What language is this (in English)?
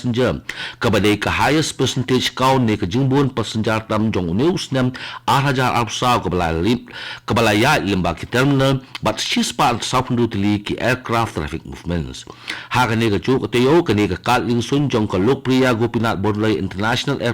Khasi